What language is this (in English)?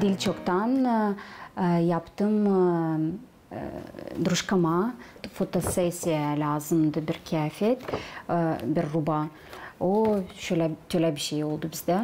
Gagauz